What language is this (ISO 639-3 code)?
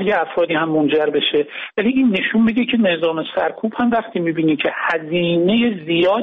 fas